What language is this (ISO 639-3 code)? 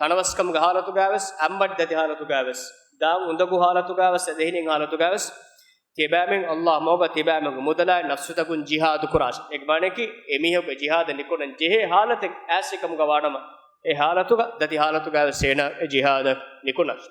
div